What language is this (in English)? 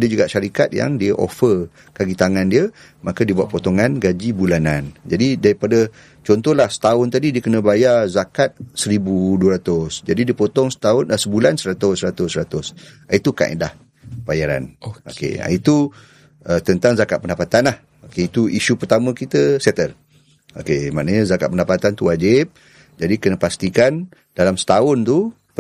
Malay